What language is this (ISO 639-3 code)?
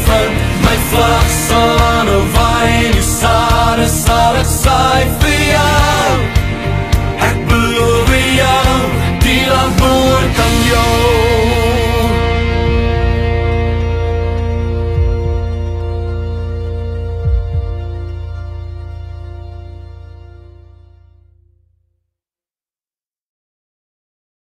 afr